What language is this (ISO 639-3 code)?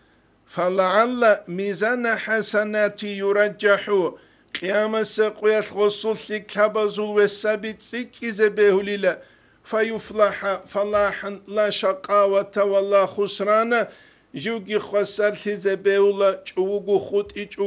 ava